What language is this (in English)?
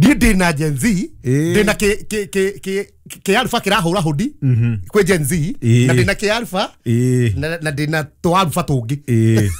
Kikuyu